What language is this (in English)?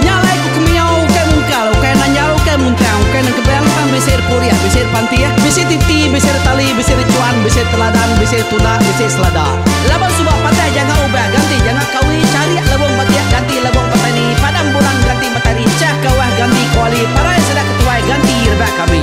Iban